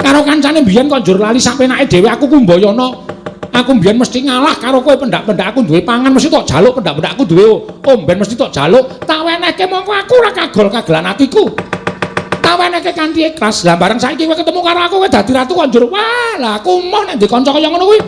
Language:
Javanese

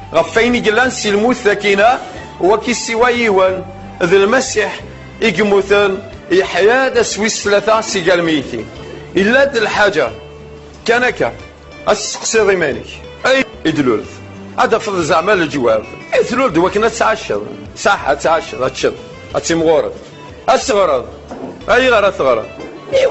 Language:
Kabyle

